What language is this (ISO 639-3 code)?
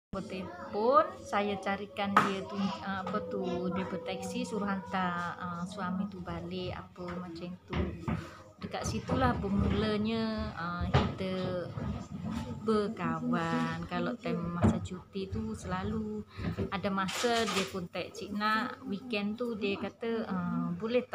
msa